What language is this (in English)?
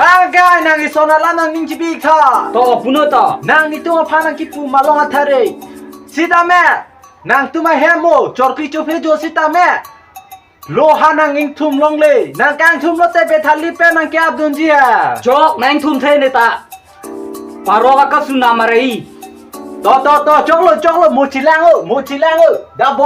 Karbi